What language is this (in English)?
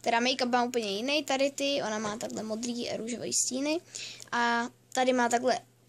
Czech